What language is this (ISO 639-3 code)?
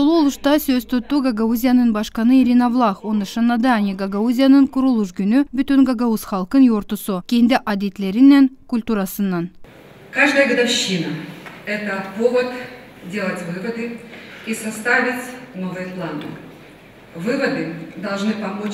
gag